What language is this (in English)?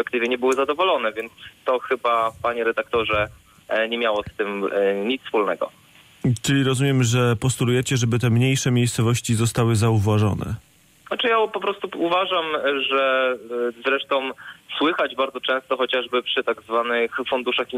Polish